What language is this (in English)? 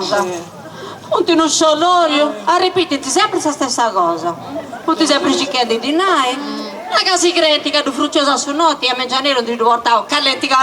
Sardinian